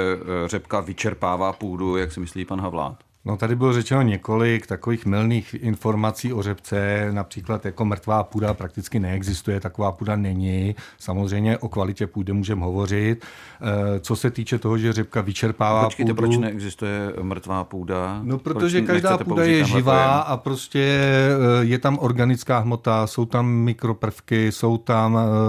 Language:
Czech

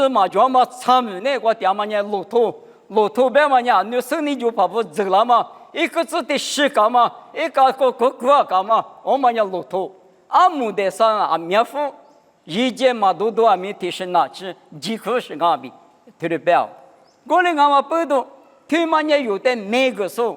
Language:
Lisu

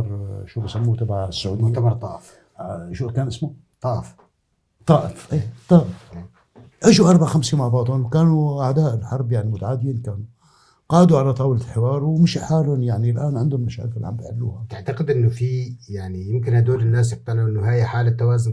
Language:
North Levantine Arabic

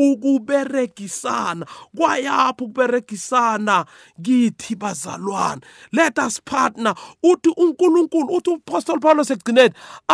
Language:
South Ndebele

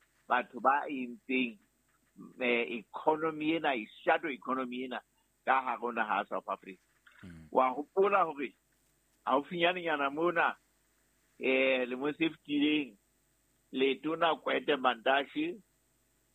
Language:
Southern Sotho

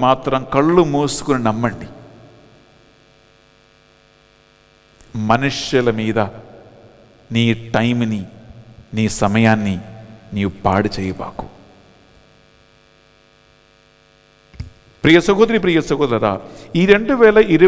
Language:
Telugu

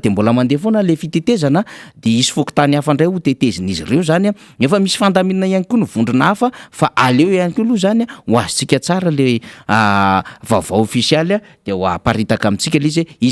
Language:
Malagasy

